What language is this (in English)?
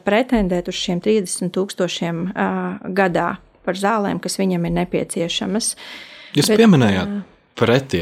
Latvian